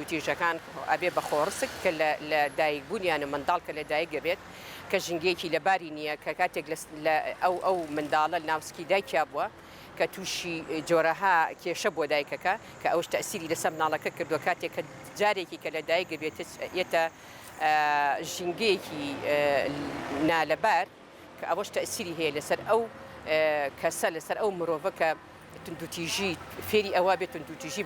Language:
Central Kurdish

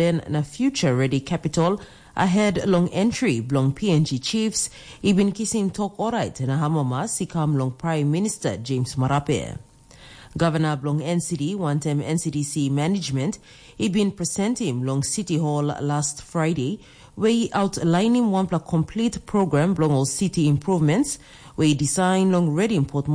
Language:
Tok Pisin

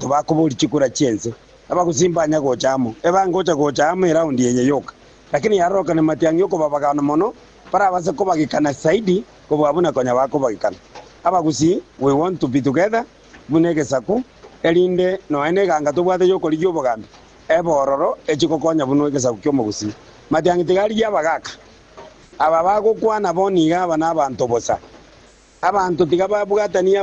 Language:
Gusii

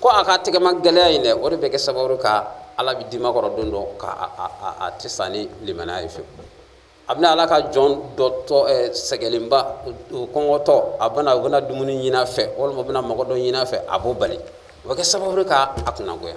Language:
Bambara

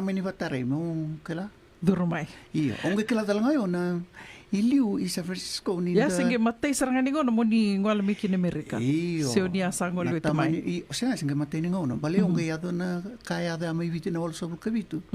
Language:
Fijian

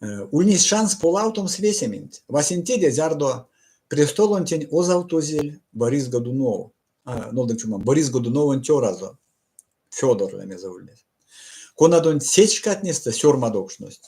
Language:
Erzya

